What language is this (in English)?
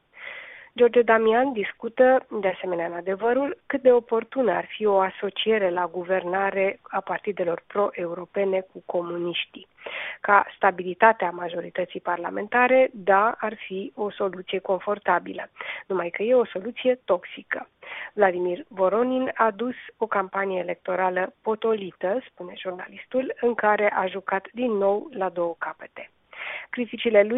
Romanian